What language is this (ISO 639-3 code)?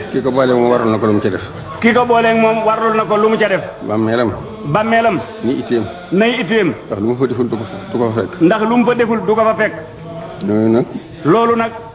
wol